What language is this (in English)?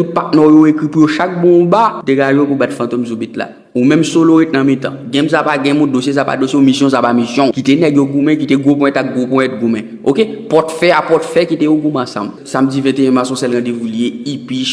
Haitian Creole